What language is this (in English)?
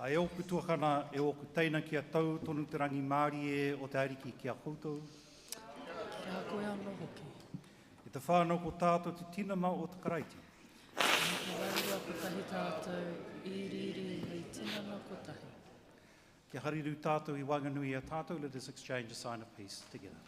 Māori